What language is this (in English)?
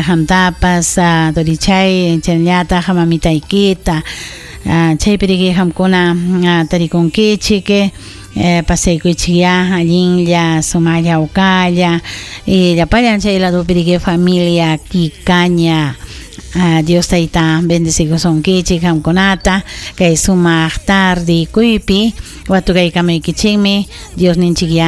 Ayacucho Quechua